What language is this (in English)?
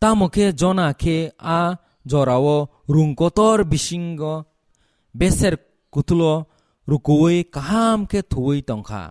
Kok Borok